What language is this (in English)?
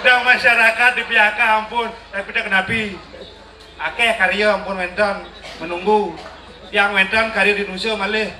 Balinese